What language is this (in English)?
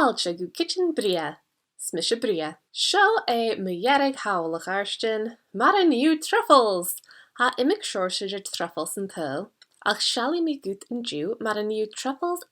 Scottish Gaelic